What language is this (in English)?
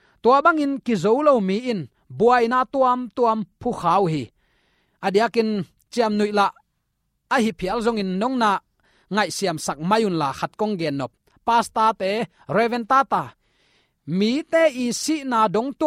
Tedim Chin